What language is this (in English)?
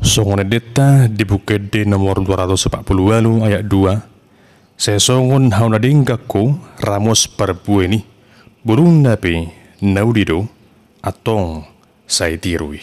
Batak Toba